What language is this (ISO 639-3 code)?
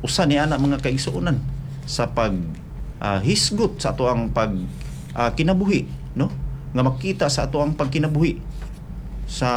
ceb